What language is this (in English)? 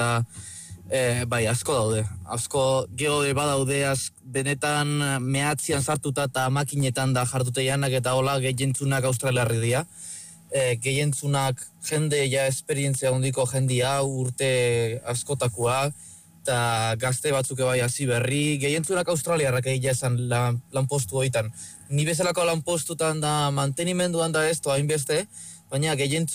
Basque